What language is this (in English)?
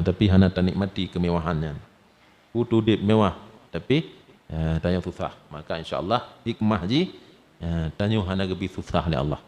Achinese